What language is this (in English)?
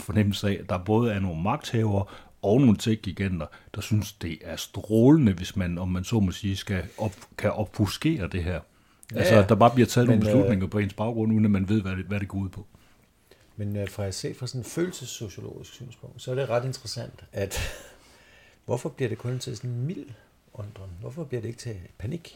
Danish